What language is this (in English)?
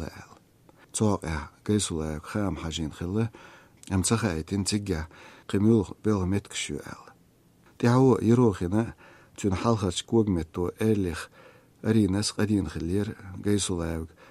Chechen